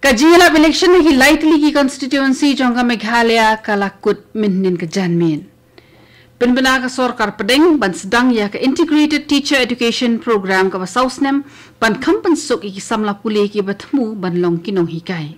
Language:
Khasi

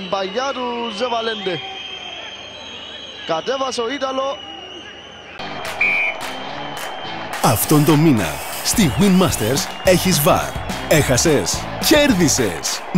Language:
Greek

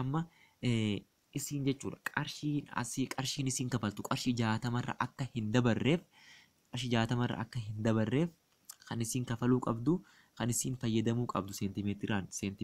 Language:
Oromo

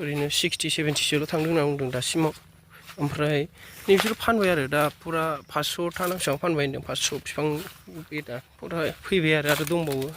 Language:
Bodo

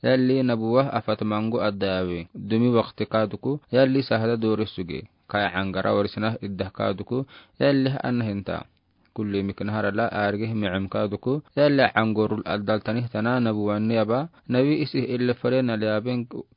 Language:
Afar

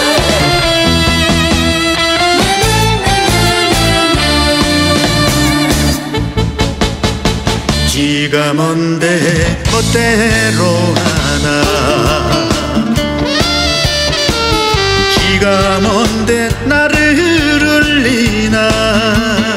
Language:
Korean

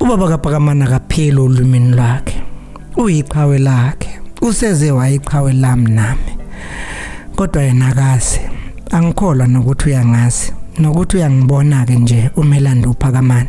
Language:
Zulu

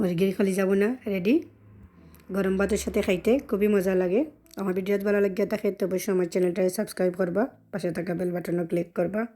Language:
Sylheti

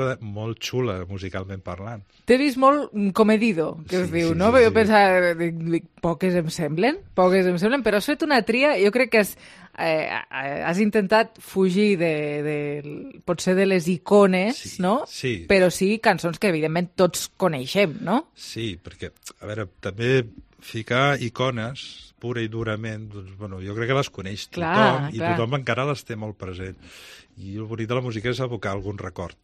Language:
Catalan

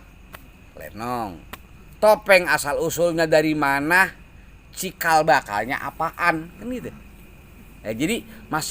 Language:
Betawi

